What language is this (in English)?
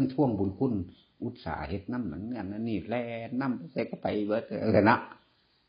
Lao